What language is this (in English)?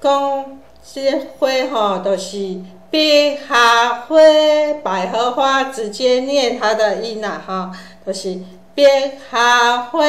Min Nan Chinese